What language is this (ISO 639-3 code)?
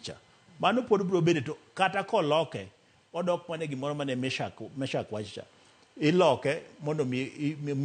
luo